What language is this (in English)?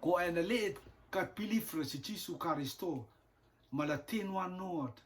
Rotuman